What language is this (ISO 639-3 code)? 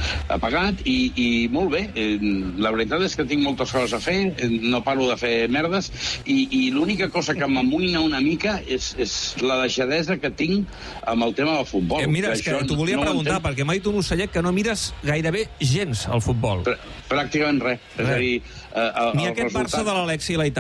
cat